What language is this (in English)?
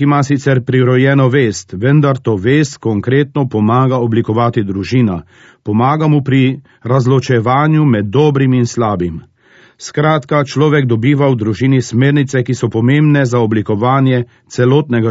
Slovenian